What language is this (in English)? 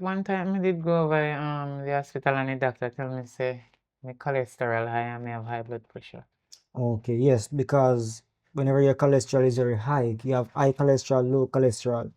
Jamaican Creole English